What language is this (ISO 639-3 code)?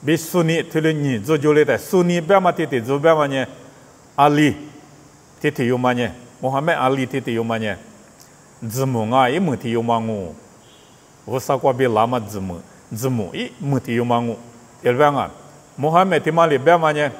lis